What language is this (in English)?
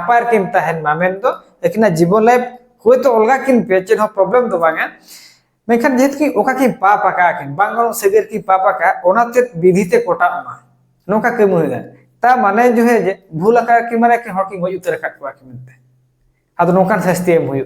Santali